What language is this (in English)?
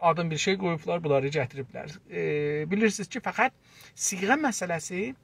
South Azerbaijani